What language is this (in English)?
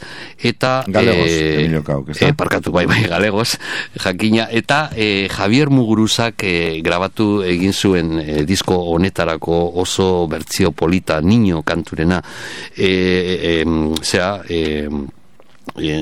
Basque